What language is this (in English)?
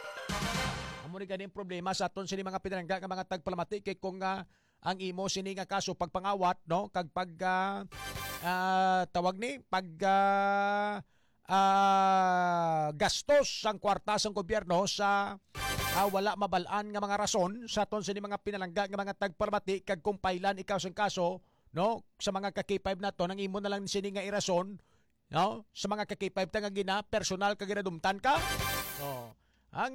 Hiligaynon